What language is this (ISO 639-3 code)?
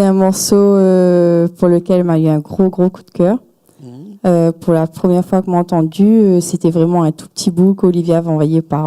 rcf